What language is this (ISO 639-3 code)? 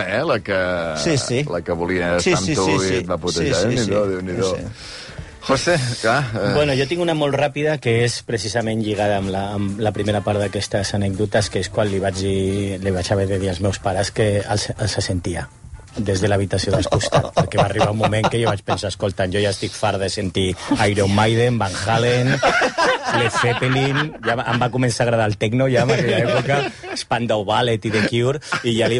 cat